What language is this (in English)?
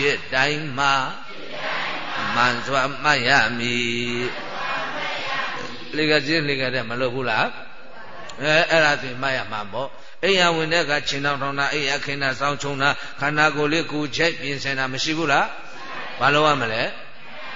Burmese